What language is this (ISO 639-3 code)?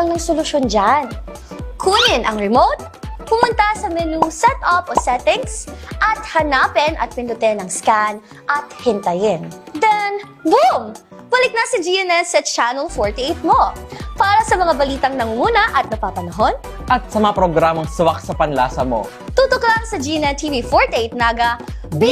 bik